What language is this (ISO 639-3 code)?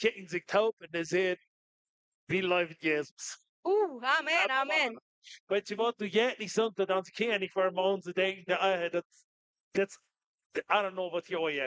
pdt